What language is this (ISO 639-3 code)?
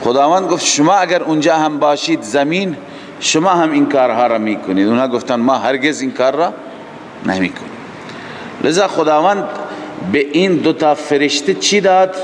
fas